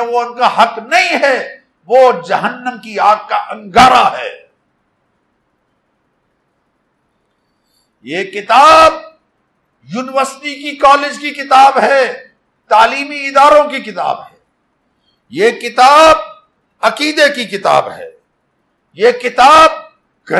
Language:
Urdu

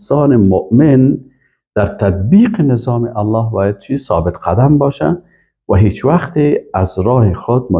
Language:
Persian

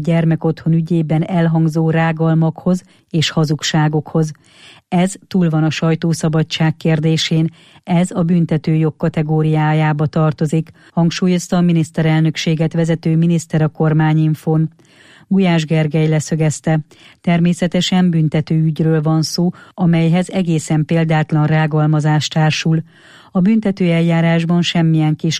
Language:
Hungarian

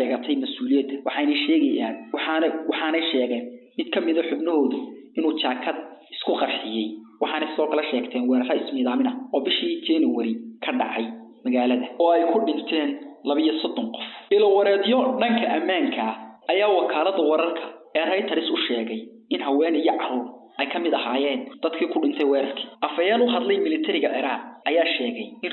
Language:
Somali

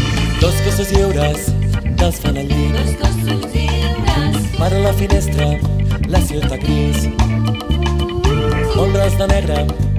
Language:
Catalan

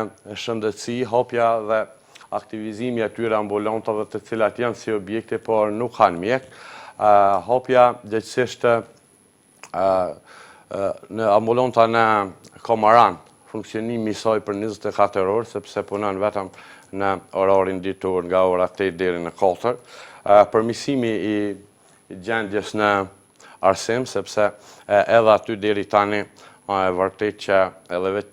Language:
Albanian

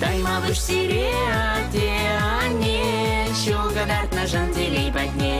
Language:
Chuvash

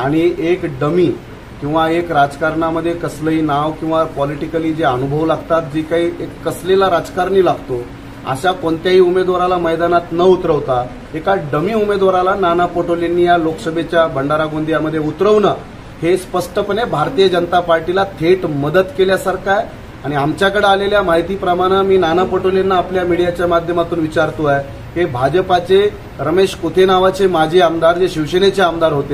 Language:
Marathi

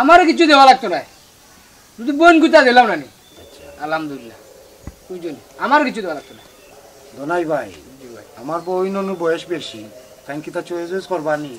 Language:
Sylheti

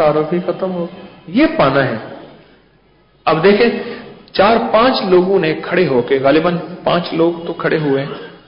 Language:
Urdu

